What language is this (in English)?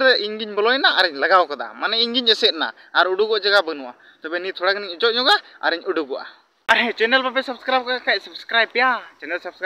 Santali